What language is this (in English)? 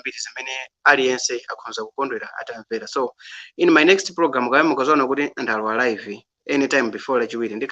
Nyanja